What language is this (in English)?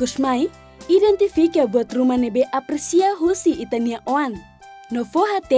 Tetum